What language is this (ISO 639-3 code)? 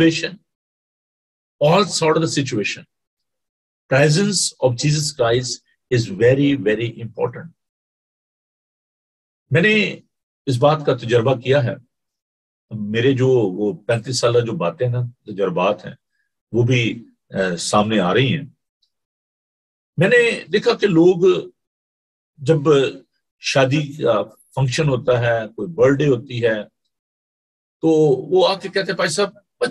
urd